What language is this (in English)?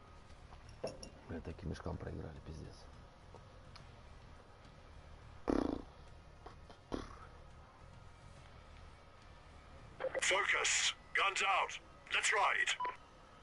Russian